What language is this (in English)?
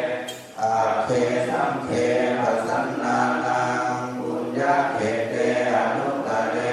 Pali